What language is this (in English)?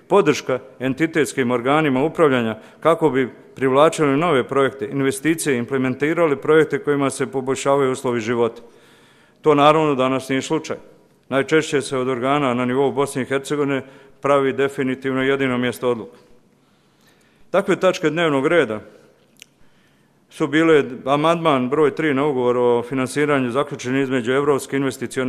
Bosnian